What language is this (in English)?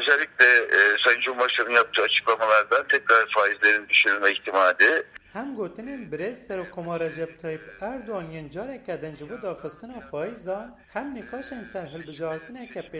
Kurdish